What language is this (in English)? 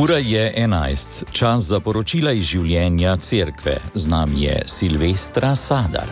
Slovenian